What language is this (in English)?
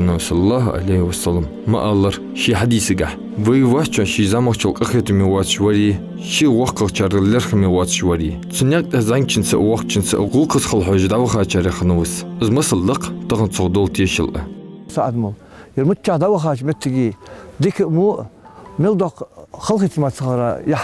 Ingush